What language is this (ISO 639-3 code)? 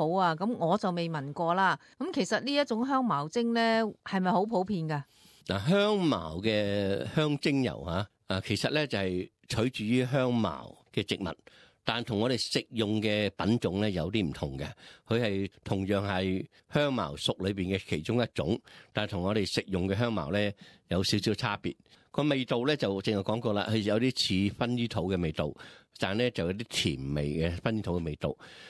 yue